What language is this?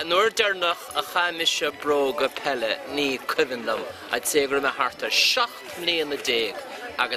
Irish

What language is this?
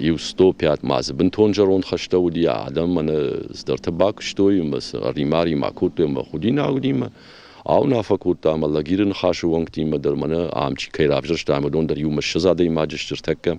Ossetic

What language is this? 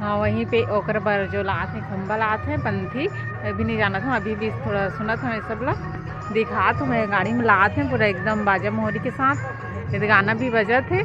Chhattisgarhi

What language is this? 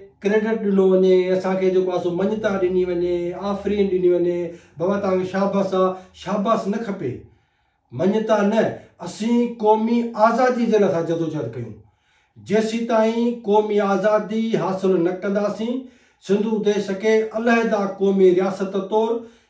Sindhi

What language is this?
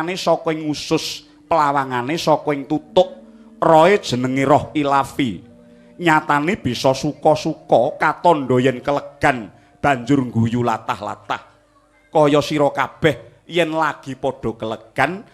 Javanese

